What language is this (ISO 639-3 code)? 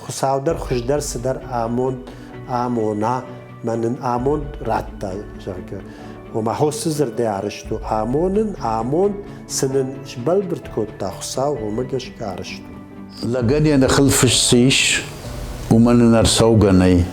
oss